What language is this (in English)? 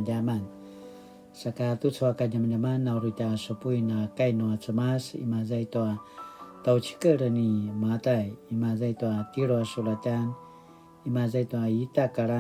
Paiwan